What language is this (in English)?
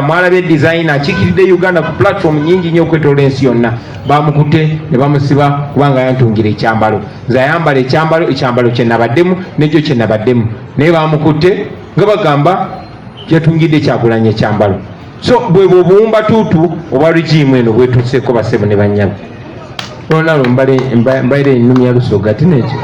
Ganda